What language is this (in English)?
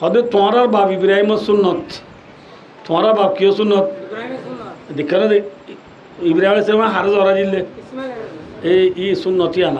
Rohingya